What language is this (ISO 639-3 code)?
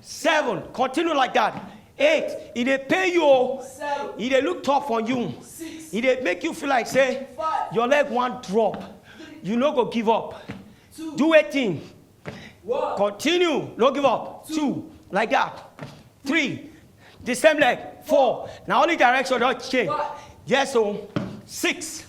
pcm